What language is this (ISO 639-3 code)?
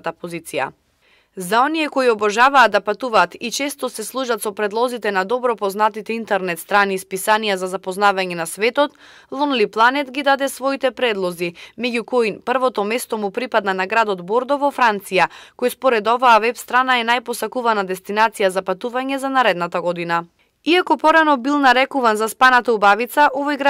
mkd